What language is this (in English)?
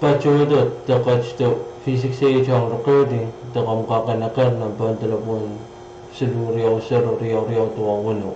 Pohnpeian